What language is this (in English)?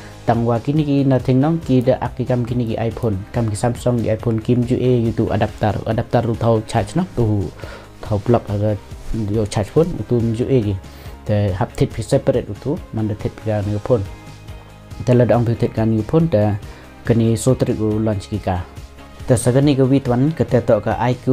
Khasi